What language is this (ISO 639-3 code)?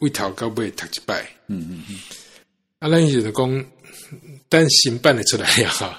nan